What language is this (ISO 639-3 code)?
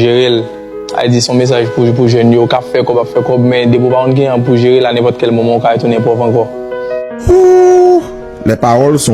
hat